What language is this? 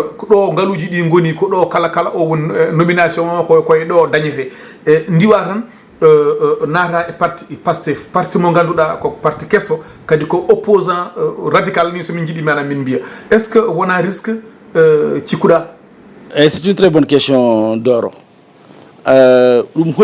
Fula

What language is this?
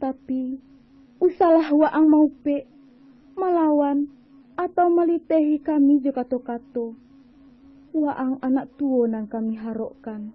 Minangkabau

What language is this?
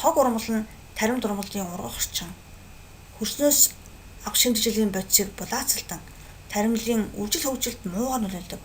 Mongolian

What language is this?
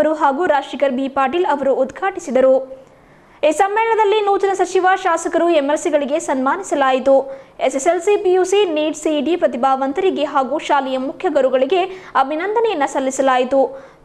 Kannada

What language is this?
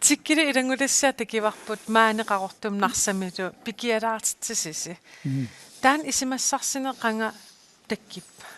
Kalaallisut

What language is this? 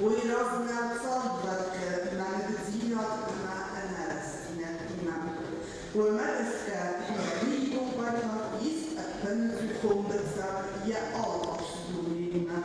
Ossetic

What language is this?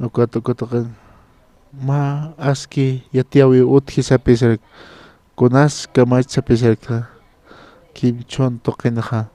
Aymara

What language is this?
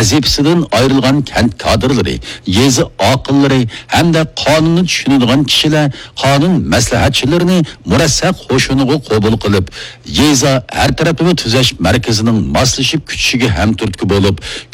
Uyghur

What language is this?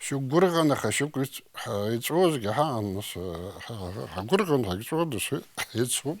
Abkhazian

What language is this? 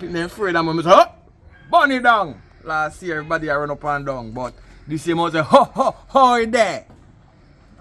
Jamaican Creole English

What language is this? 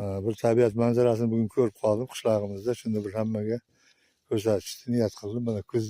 Uzbek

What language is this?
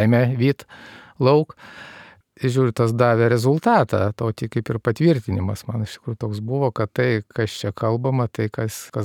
Lithuanian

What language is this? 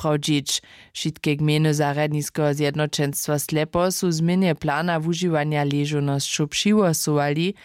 Upper Sorbian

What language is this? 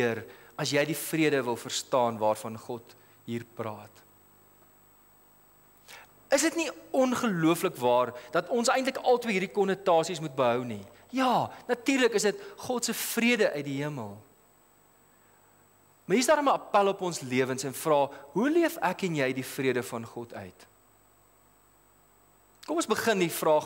Afrikaans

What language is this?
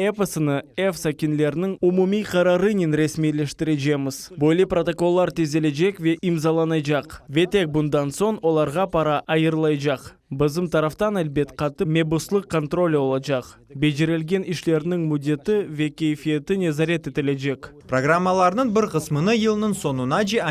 Crimean Tatar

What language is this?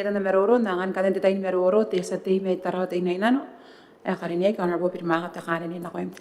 Gilbertese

